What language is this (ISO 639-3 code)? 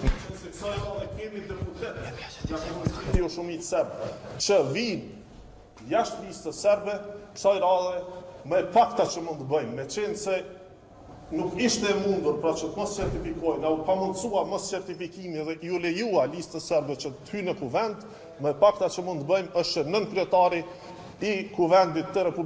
sqi